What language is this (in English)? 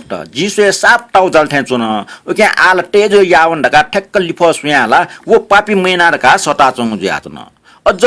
Newari